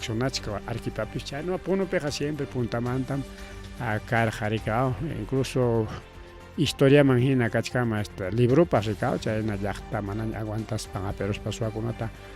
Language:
Ayacucho Quechua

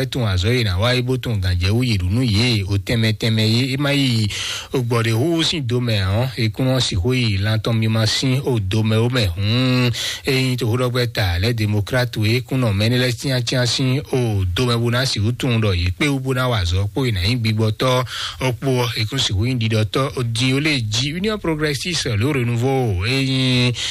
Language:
Fon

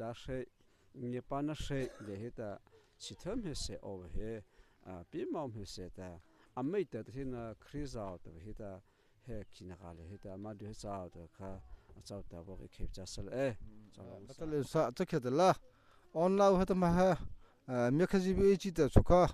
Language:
Mara Chin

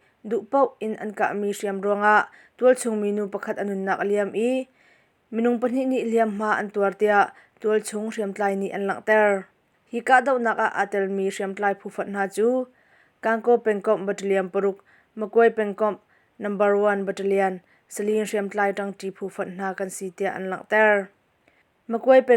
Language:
Hakha Chin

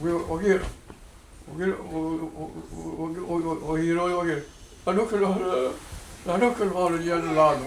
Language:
Mohawk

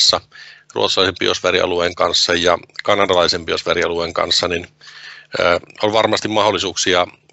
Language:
Finnish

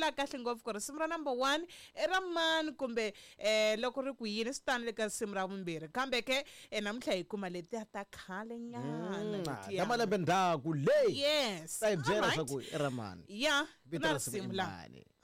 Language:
Tsonga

